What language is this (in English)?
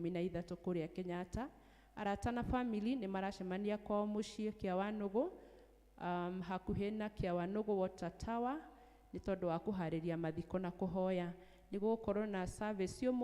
Kikuyu